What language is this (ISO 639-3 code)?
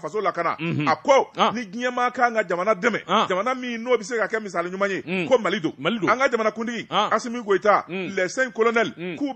bam